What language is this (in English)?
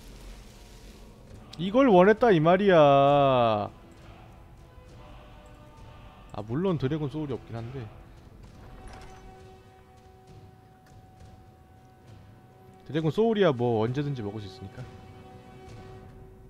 Korean